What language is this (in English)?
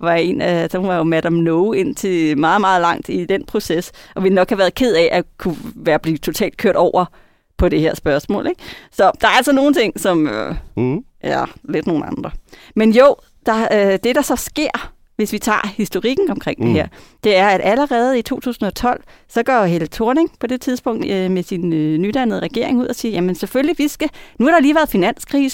Danish